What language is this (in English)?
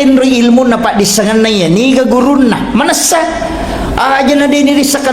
Buginese